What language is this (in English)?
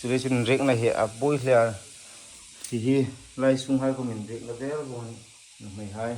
Hmar